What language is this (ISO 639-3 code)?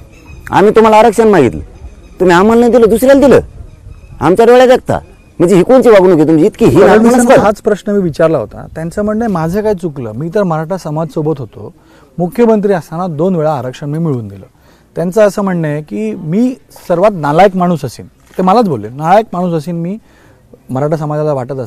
mar